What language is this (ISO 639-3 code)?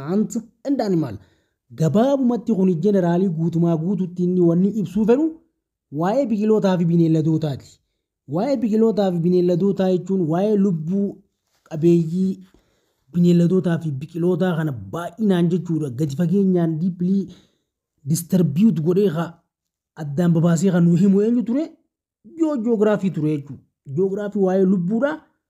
orm